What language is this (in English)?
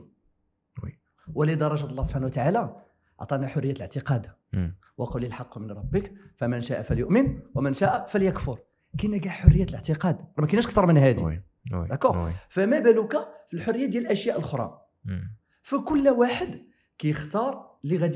Moroccan Arabic